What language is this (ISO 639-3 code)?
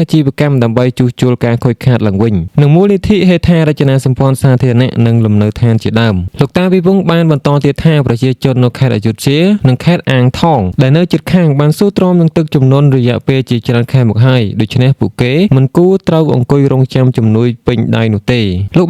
khm